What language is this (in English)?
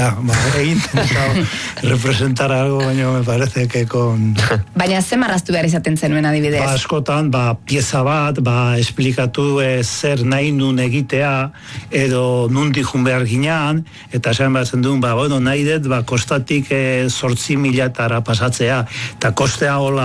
Basque